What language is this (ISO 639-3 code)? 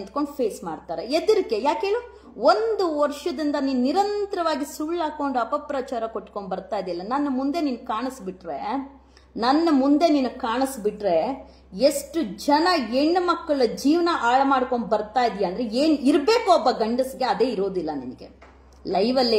kan